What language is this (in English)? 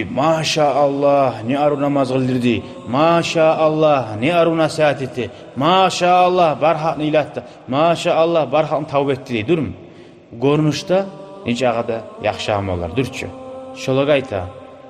Kumyk